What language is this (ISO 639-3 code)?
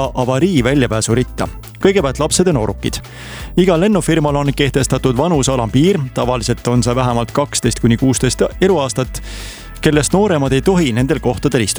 est